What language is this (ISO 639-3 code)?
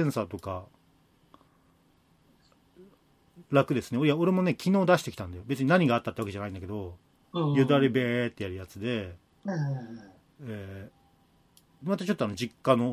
jpn